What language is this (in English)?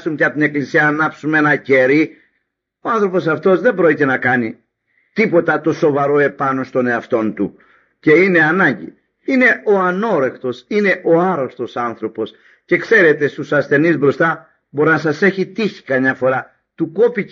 Greek